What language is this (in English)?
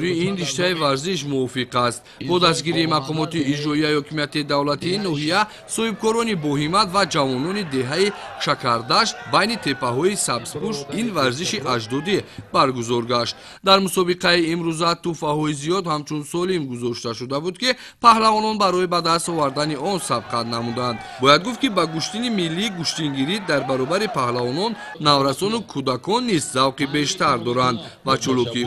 Tajik